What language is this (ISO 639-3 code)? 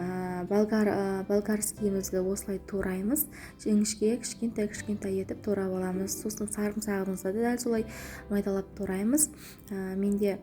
kaz